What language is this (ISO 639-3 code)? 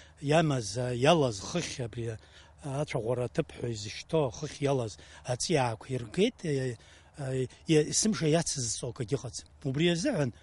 abk